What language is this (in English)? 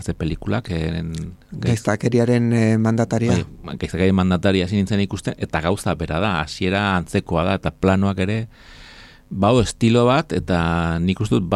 Basque